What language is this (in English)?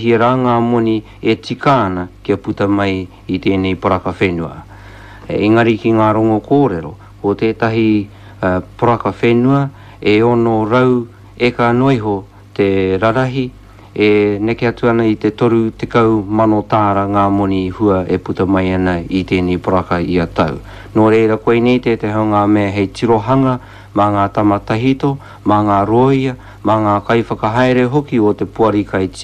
Māori